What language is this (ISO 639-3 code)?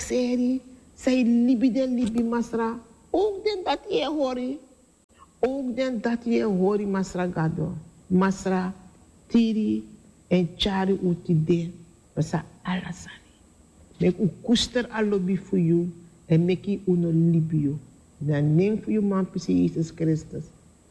srn